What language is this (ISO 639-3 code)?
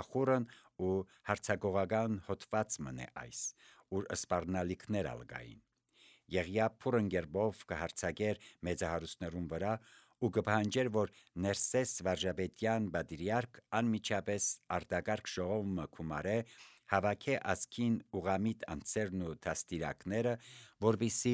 hye